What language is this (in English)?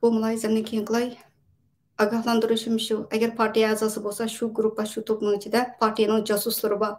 Uyghur